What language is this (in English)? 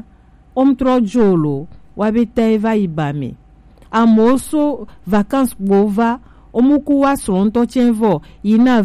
Gen